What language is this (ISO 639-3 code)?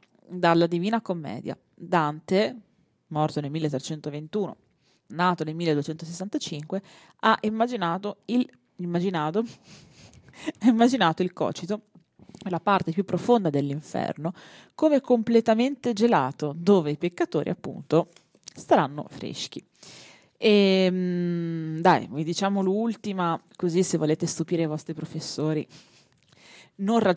ita